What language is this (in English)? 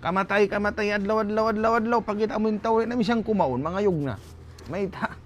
Tausug